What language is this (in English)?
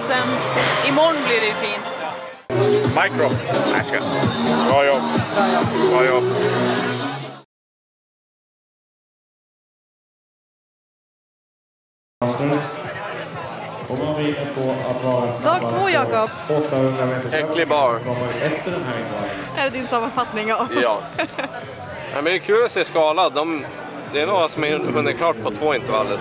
Swedish